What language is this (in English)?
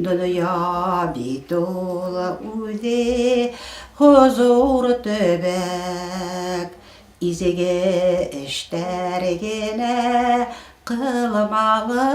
Bashkir